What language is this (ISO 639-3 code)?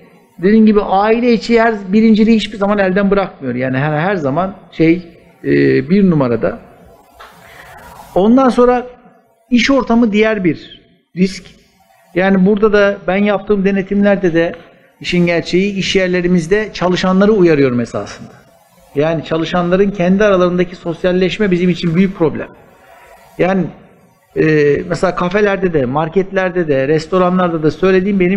tur